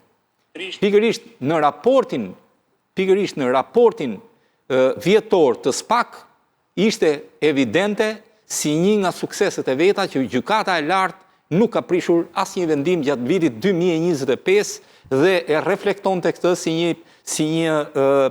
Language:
Albanian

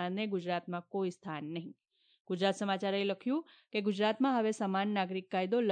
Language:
Gujarati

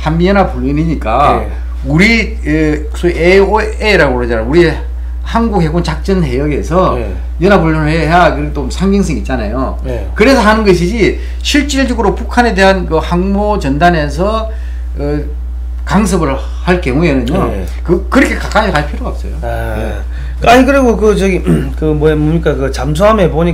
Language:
Korean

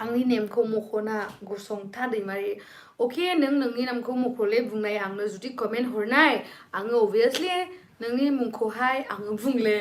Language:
Bodo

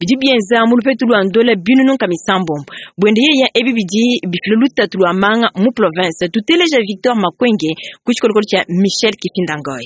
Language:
Luba-Lulua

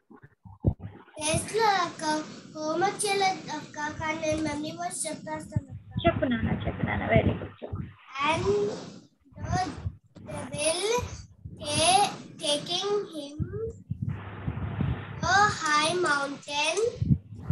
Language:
Telugu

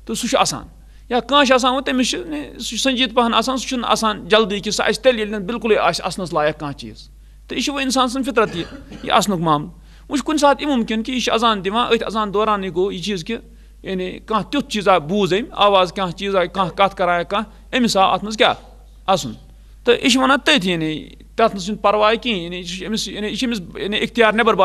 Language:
Kashmiri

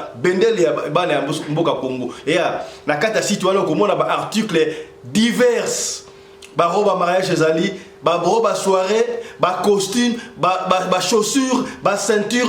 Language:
Lingala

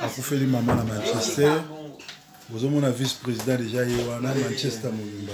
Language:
Lingala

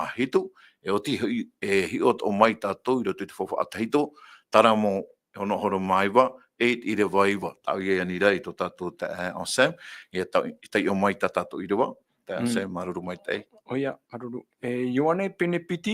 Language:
Tahitian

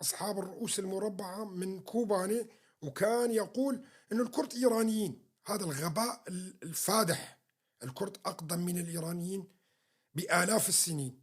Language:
North Levantine Arabic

